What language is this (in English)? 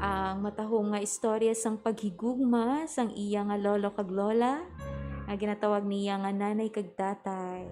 Hiligaynon